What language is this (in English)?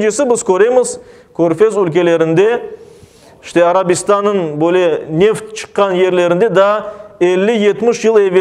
Crimean Tatar